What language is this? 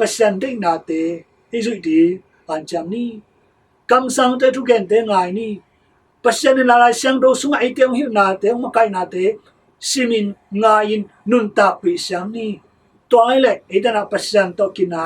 Tedim Chin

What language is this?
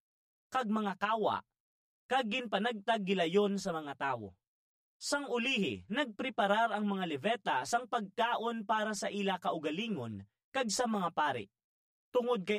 Hiligaynon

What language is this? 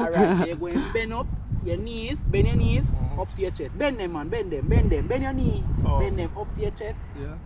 Jamaican Creole English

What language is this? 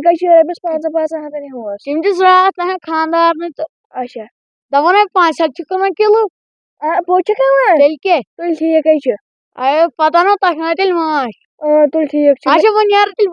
Kashmiri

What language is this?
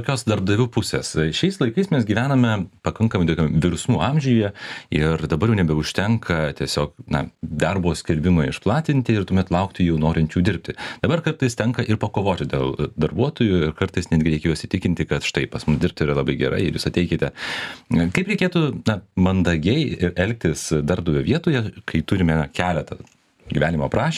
Lithuanian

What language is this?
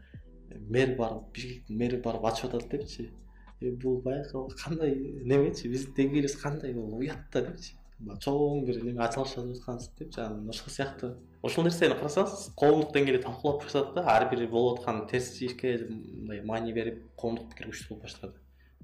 Kyrgyz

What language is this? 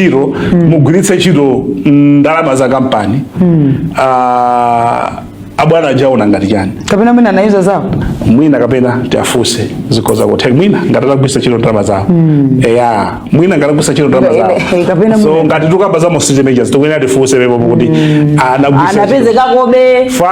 Nyanja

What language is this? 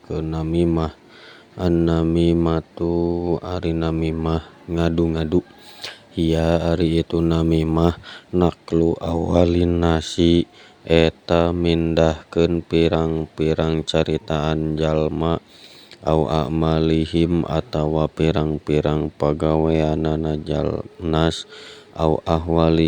Sundanese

